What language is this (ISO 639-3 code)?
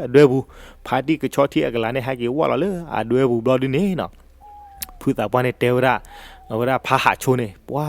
ksw